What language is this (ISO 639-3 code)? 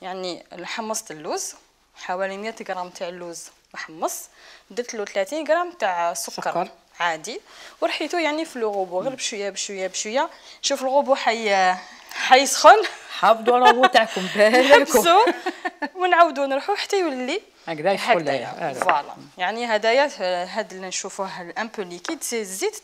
arq